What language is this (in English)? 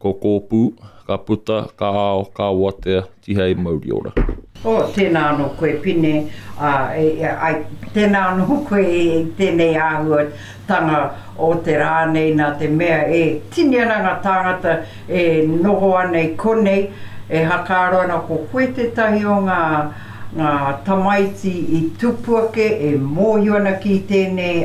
Māori